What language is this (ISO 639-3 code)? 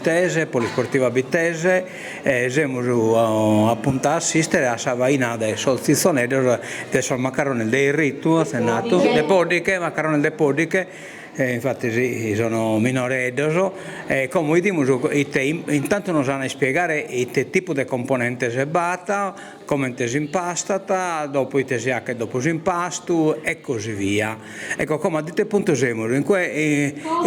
srd